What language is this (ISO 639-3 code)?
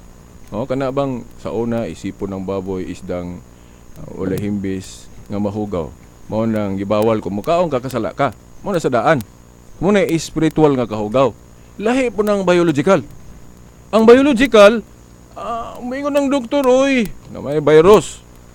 ceb